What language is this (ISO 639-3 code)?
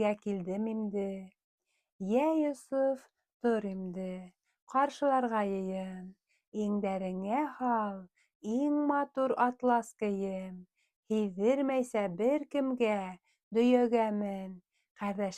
bak